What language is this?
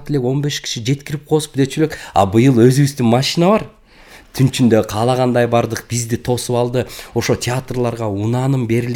Kyrgyz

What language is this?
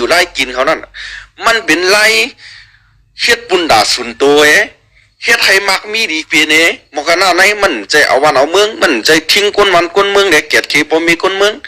Shan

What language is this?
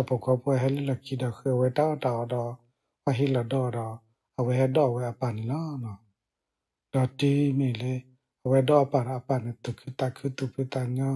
S'gaw Karen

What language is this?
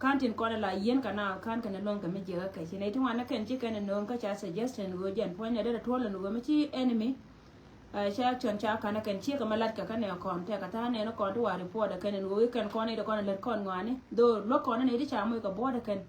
Nuer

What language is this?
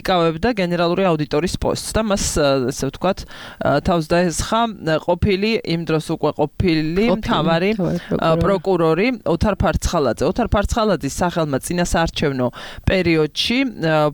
Georgian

